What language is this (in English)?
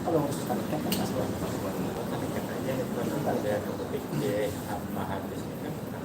Banjar